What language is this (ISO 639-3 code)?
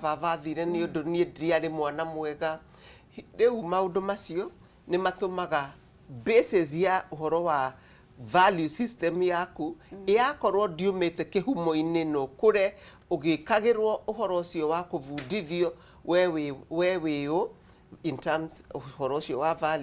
kik